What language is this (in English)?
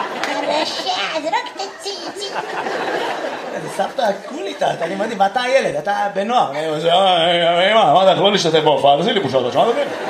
Hebrew